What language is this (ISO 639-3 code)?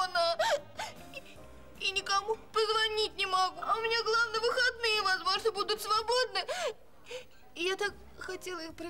rus